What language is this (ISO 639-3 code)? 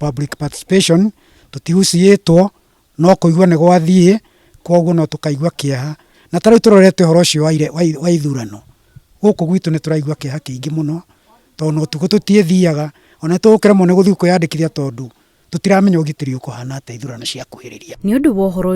kik